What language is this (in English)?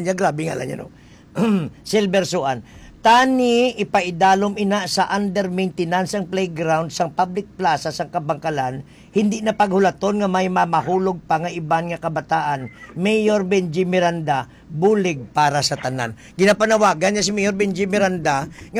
Hiligaynon